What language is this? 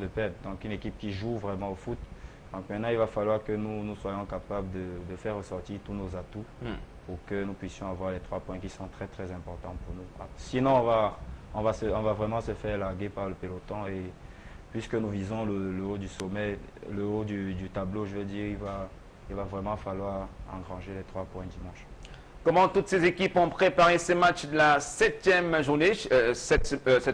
French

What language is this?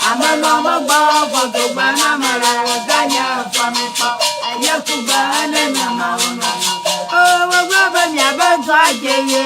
Ewe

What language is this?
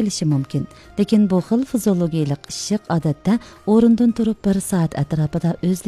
Uyghur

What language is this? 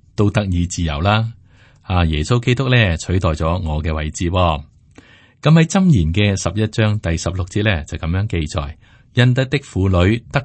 Cantonese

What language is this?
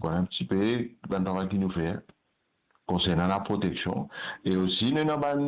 Morisyen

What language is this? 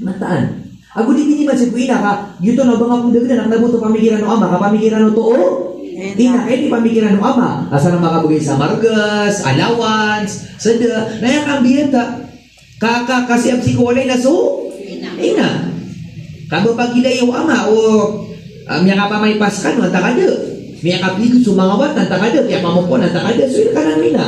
Maranao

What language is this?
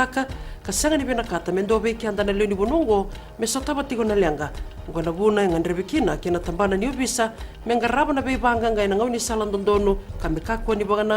Fijian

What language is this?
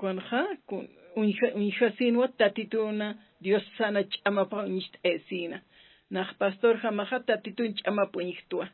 Aymara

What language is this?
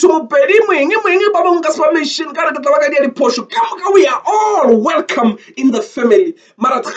Northern Sotho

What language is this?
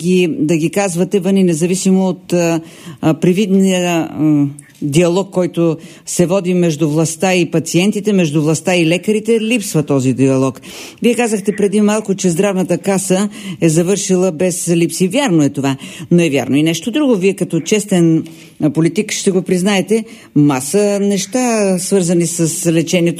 Bulgarian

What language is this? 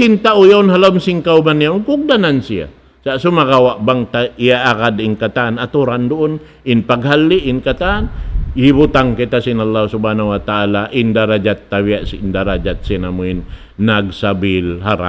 Tausug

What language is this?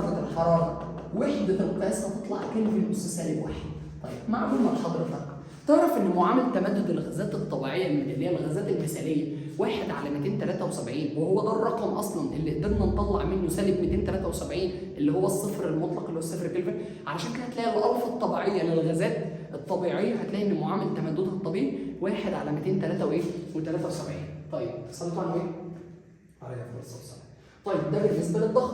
Egyptian Arabic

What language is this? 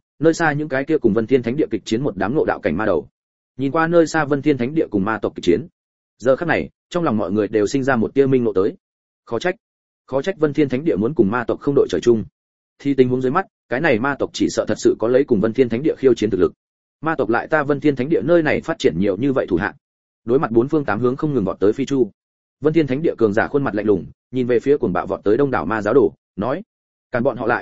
Vietnamese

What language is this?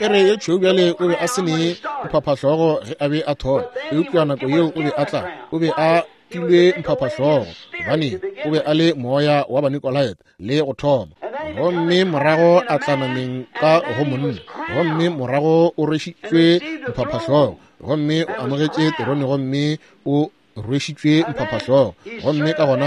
Northern Sotho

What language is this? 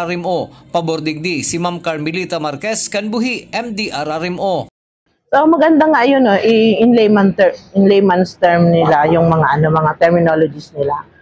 Bikol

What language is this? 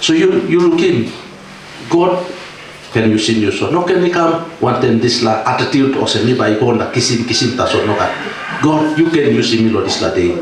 Tok Pisin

